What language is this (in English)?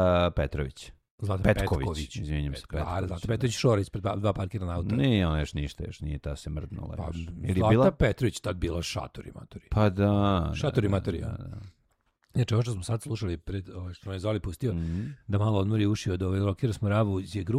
Serbian